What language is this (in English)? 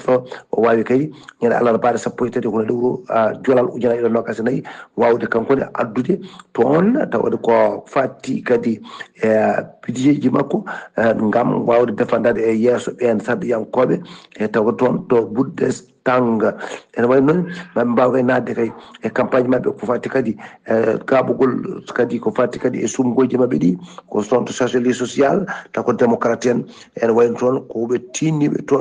Fula